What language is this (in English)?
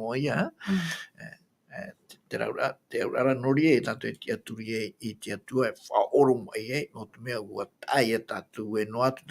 Tahitian